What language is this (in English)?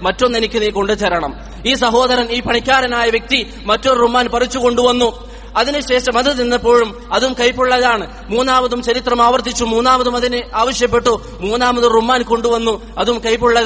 Malayalam